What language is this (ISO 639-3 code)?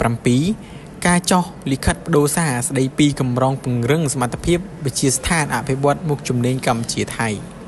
khm